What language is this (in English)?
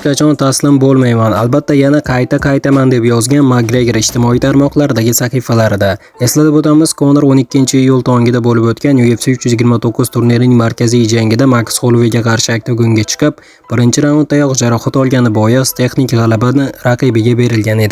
Uzbek